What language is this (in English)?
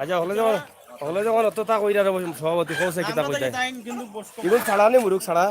Sylheti